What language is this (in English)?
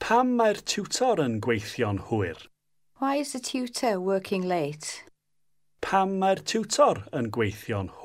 Welsh